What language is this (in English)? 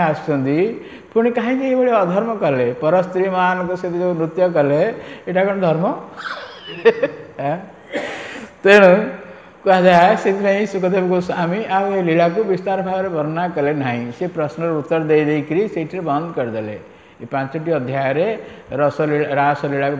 Odia